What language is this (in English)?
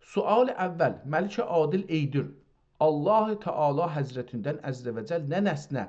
South Azerbaijani